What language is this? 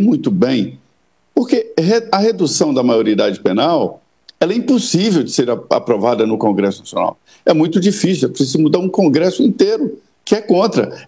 Portuguese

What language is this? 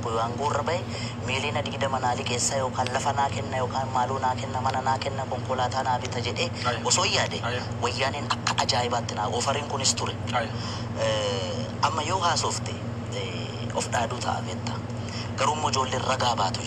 Oromo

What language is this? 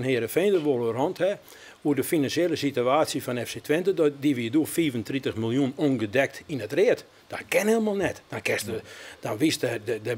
Western Frisian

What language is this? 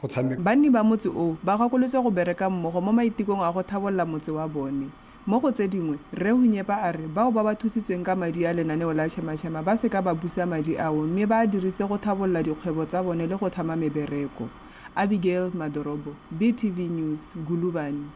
Tswana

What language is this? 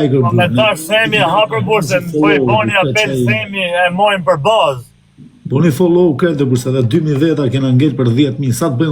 Albanian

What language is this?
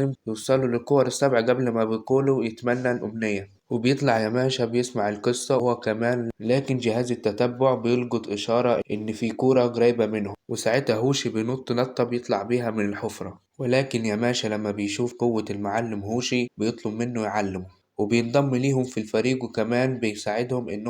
Egyptian Arabic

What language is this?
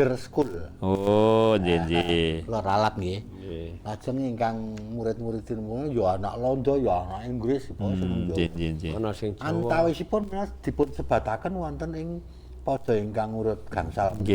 Javanese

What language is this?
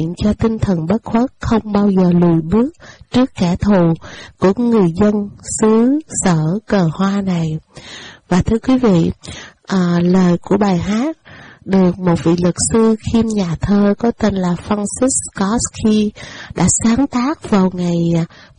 Vietnamese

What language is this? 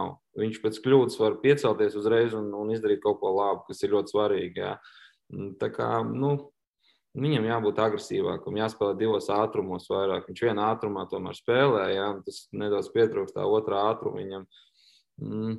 Latvian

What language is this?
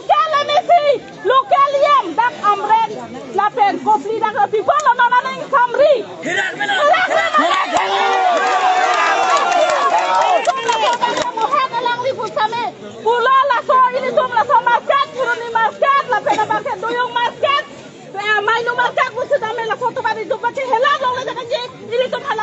Karbi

